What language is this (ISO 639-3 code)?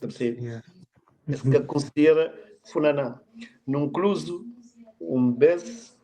kea